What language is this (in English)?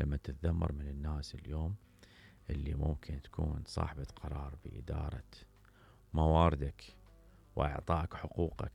Mesopotamian Arabic